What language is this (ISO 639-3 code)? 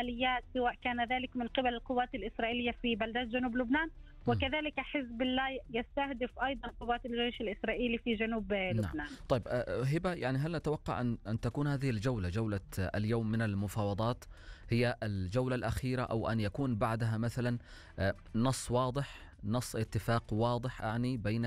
ara